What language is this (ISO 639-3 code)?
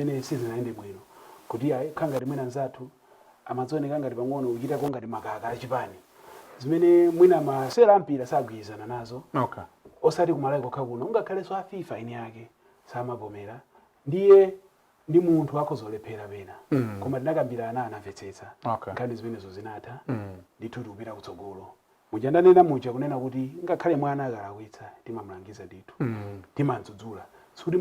nya